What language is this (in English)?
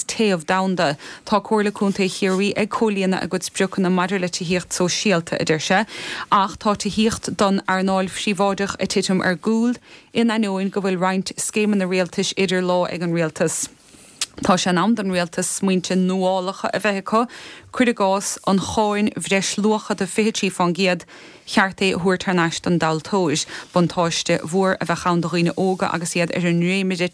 Irish